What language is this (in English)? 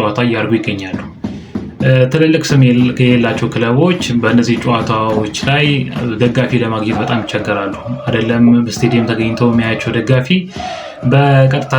Amharic